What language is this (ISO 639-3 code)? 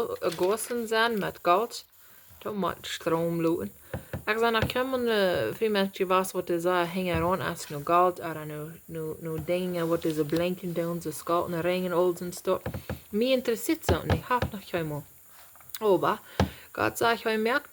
pdt